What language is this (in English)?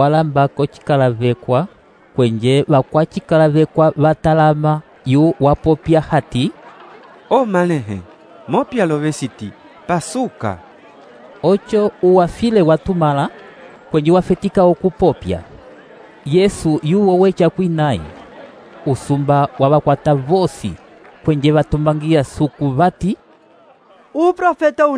Umbundu